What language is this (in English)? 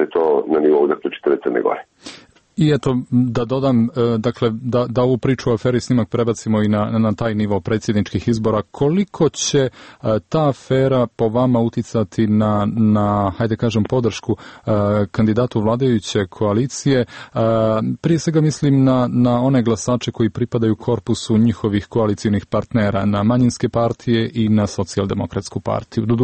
Serbian